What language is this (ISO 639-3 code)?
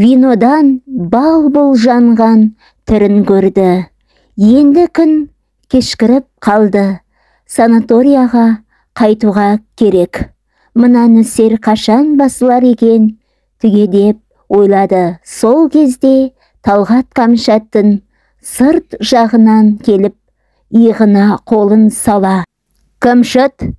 kaz